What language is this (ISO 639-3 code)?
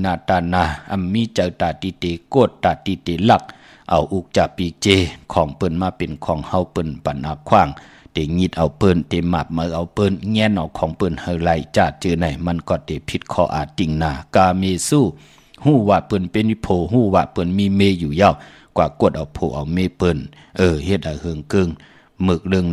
shn